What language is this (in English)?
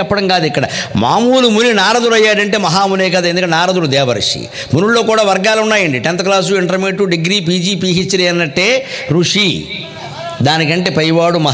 Telugu